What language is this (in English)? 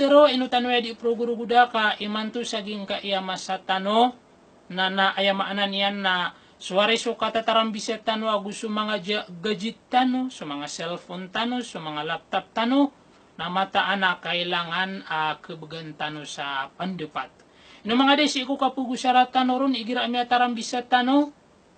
Maranao